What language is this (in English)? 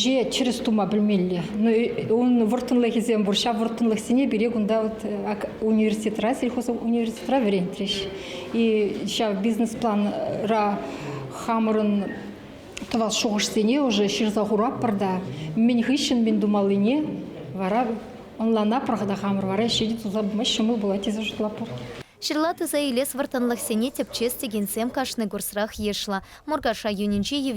Chuvash